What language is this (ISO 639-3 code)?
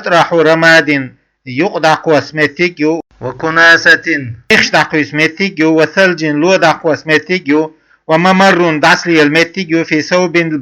che